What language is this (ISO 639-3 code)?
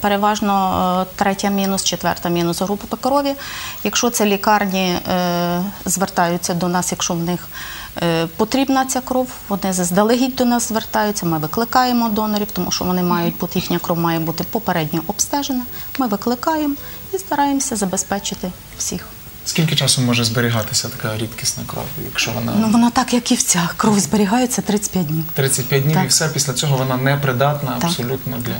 ukr